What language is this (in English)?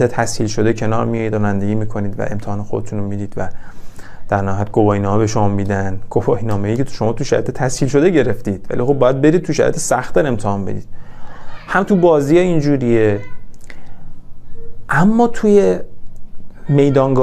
Persian